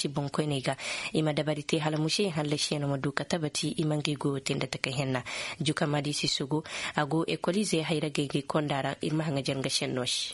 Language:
Koyraboro Senni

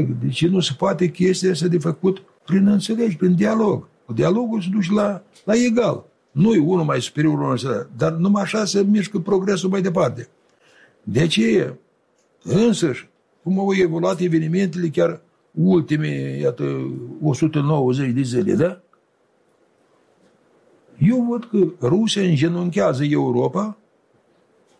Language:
Romanian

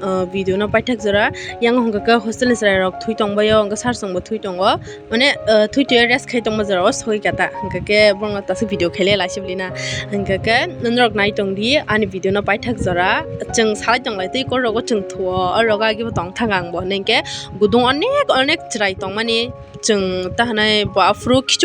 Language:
Kok Borok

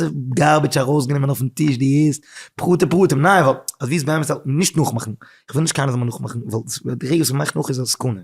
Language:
Yiddish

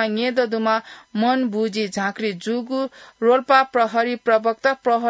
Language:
Newari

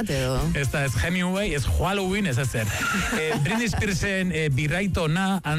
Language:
Basque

